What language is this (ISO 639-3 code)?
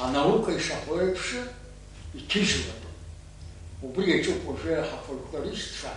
abk